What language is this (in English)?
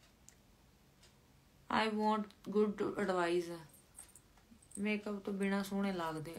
Punjabi